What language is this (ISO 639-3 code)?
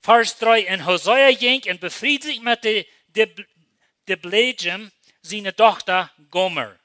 pdt